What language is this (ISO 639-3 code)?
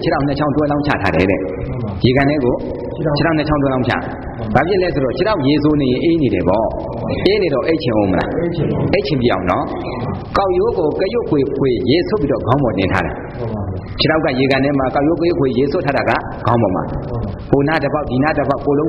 mya